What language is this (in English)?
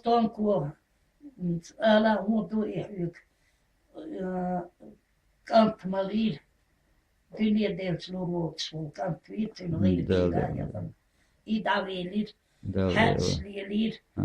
Chechen